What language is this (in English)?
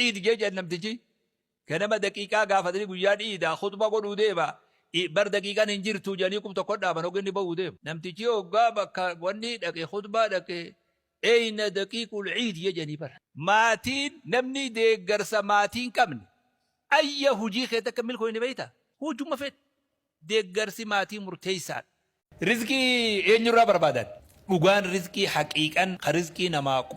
Oromo